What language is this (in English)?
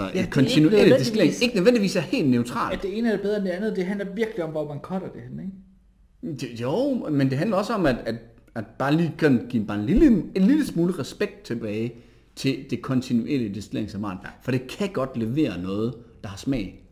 Danish